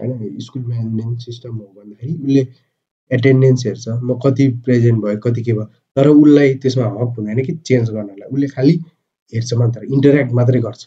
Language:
Nepali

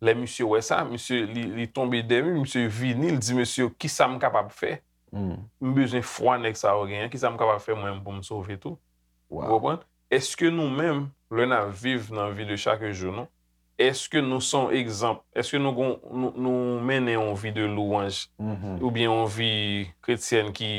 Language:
Haitian Creole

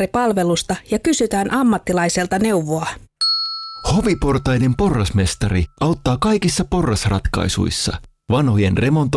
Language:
Finnish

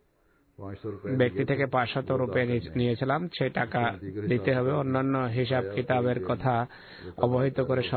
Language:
Bangla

